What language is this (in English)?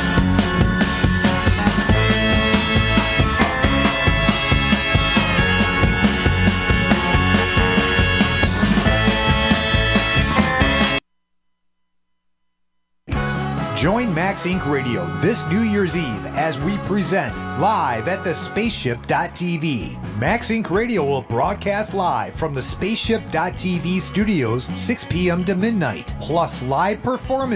English